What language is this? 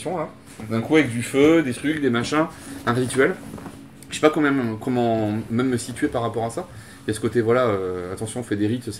French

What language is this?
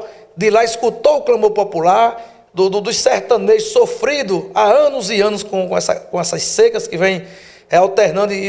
Portuguese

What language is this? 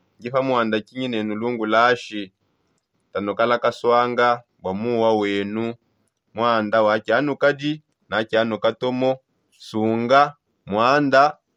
Songe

